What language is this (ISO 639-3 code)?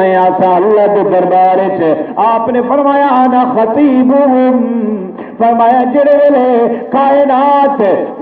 skr